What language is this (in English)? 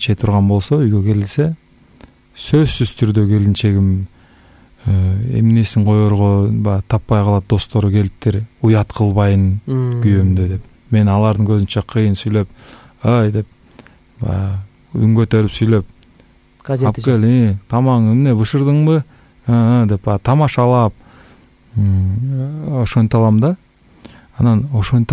Kyrgyz